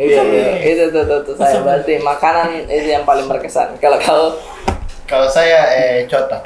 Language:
Makassar Malay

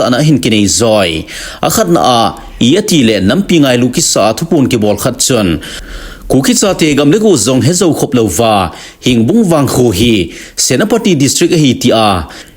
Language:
Thado Chin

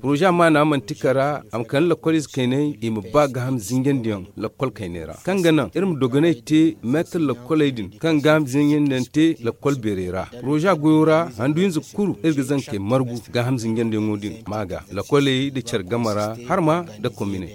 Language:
Zarma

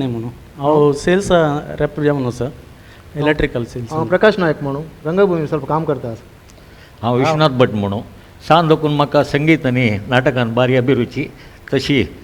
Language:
Konkani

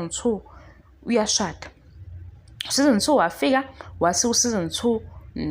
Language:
Zulu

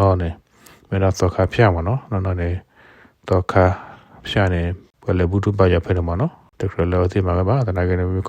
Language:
S'gaw Karen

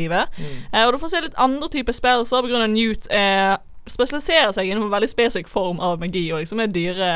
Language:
Norwegian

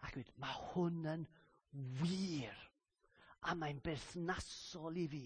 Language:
Welsh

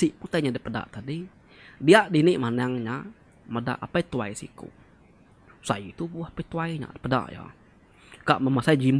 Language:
Iban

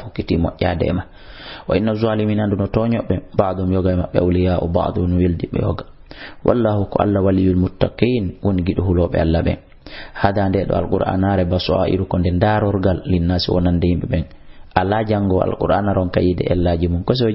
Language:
Fula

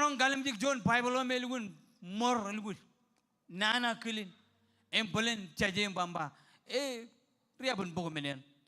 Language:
Marshallese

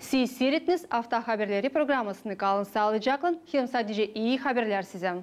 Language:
Gagauz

